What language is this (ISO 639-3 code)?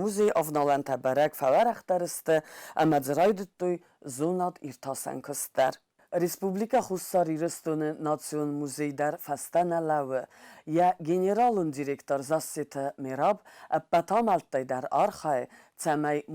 oss